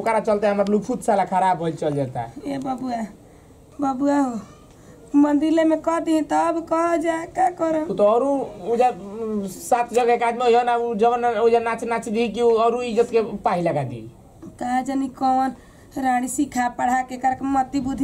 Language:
Bhojpuri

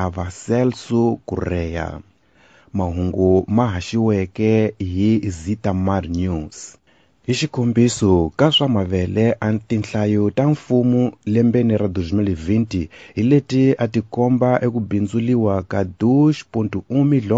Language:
Tsonga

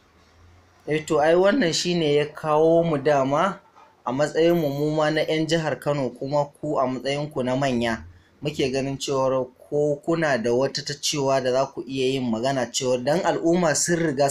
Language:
Hausa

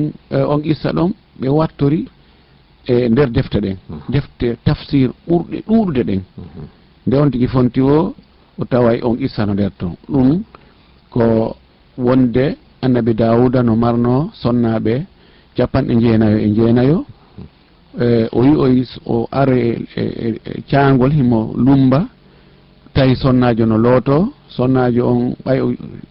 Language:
Fula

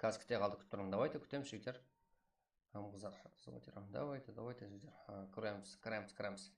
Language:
Kara-Kalpak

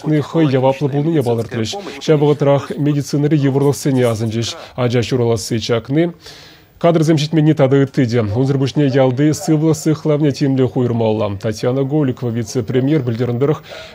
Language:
Chuvash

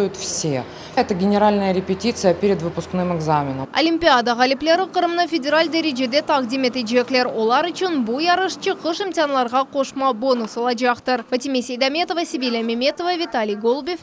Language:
Crimean Tatar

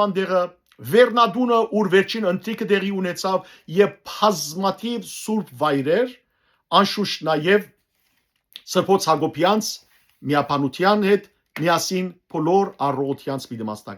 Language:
Western Armenian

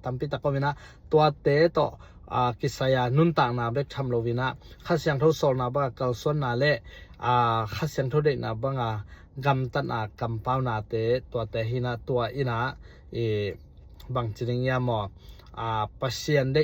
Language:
Tedim Chin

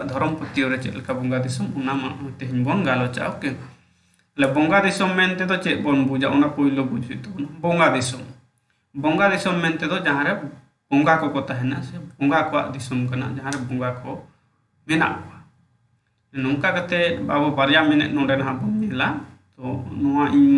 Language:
Santali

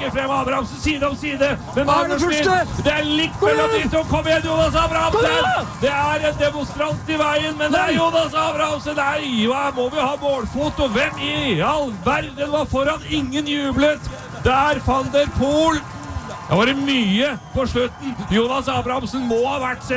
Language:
Norwegian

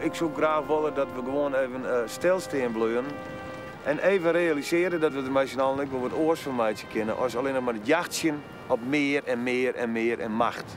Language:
Western Frisian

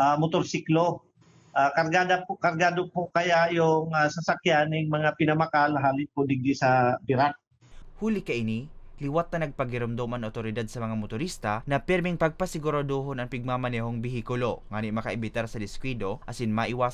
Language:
Bikol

